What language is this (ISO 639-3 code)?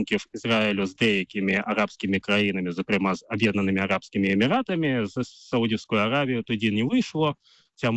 ukr